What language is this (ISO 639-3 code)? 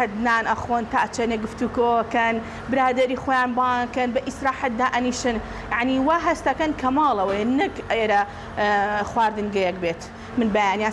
ckb